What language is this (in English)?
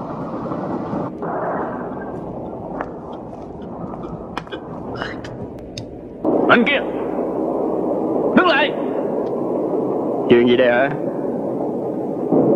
Vietnamese